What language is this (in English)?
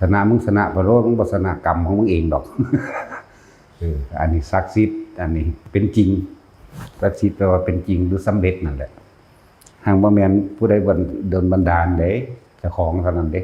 Lao